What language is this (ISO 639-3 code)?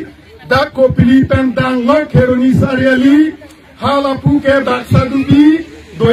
mjw